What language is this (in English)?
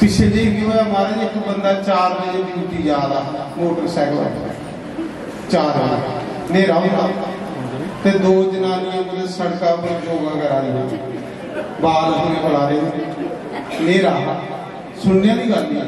Dogri